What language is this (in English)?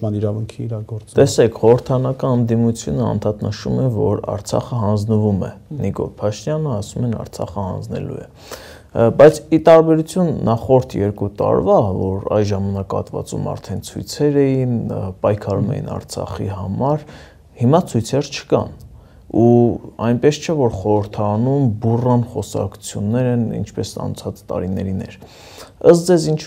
Armenian